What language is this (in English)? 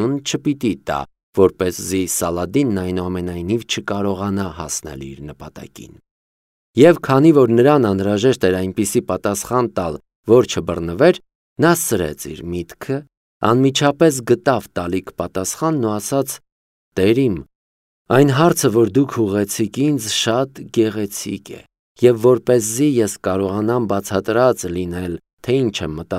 Armenian